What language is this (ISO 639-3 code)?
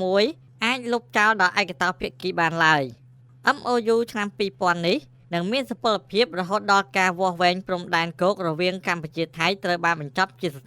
khm